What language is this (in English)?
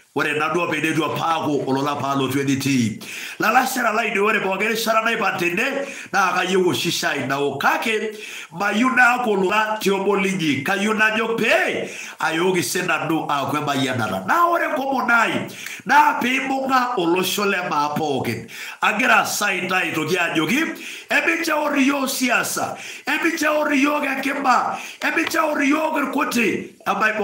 Masai